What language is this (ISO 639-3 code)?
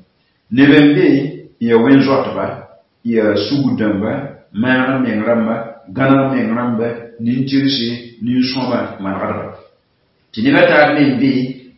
mos